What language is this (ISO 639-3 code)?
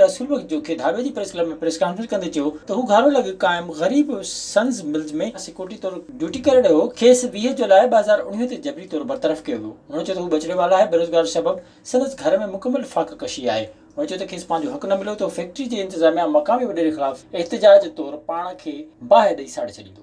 snd